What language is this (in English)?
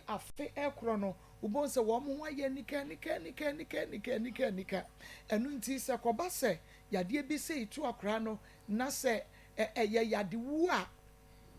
Akan